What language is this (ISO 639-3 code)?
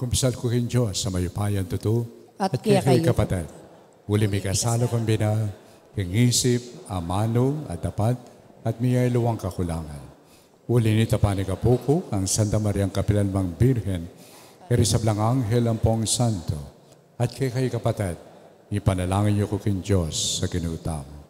pam